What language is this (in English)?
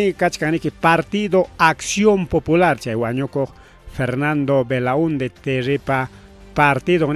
Ayacucho Quechua